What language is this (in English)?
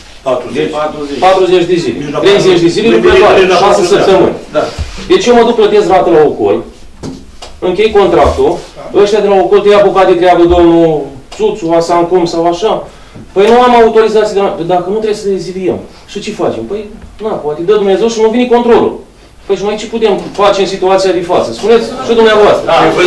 Romanian